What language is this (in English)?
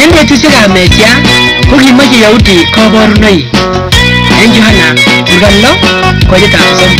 Kalenjin